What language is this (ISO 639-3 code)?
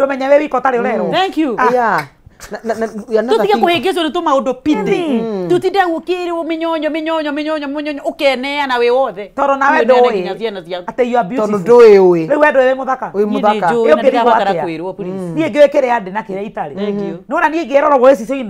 kik